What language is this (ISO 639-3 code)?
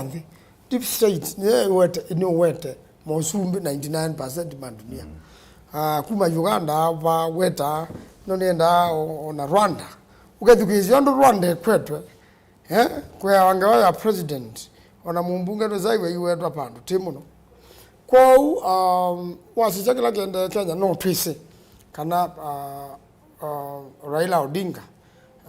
kam